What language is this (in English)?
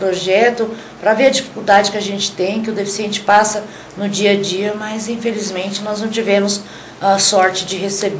Portuguese